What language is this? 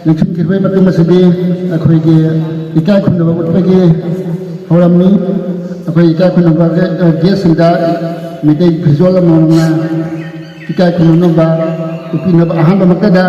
Manipuri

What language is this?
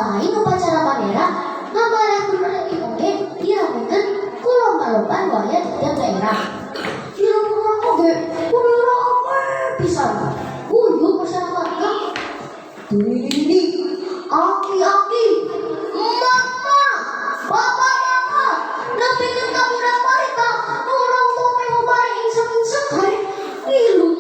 Sundanese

